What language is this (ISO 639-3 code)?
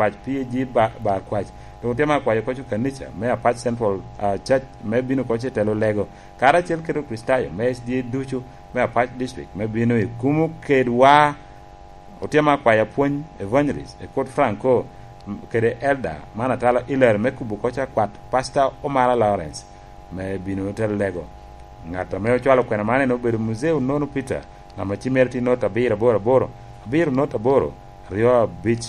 laj